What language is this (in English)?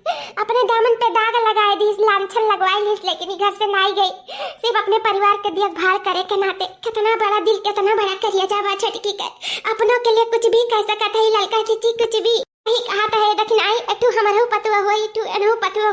Awadhi